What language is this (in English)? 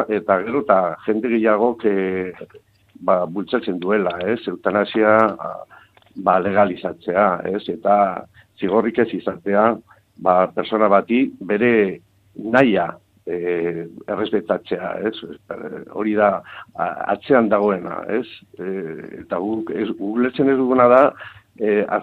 Basque